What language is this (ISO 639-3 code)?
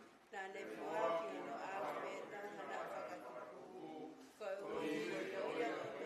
ton